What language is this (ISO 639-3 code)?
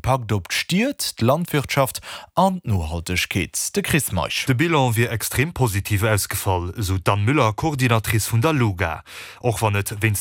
ltz